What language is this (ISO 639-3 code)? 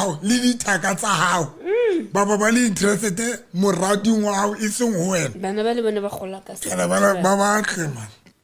sot